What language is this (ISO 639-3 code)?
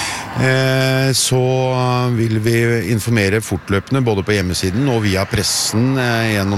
nor